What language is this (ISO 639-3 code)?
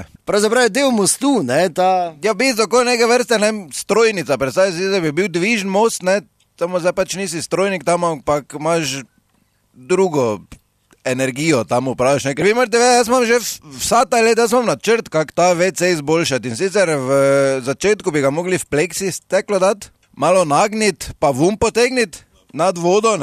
slv